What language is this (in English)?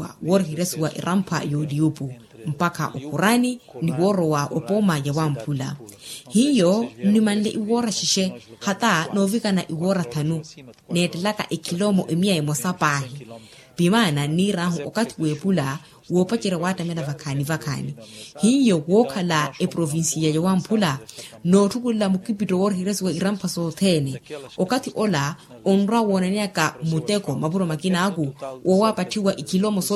Makhuwa